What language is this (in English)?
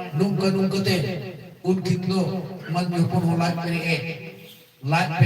Santali